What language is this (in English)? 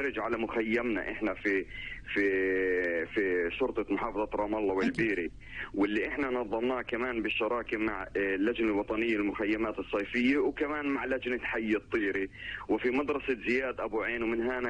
North Levantine Arabic